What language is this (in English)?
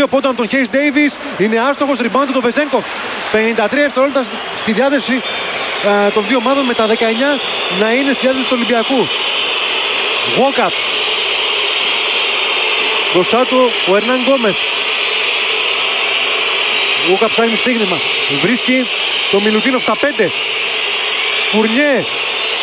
Greek